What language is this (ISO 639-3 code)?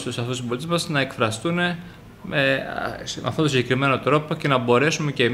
ell